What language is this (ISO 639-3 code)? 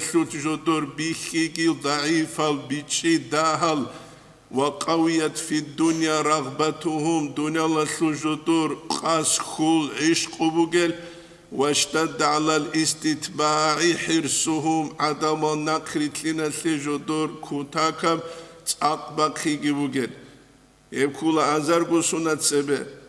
ava